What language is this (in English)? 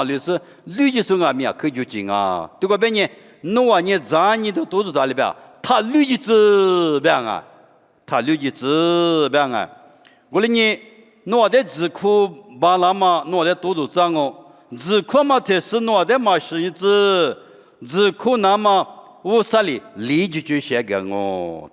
Lisu